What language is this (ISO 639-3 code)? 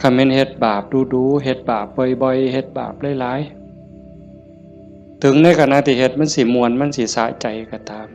tts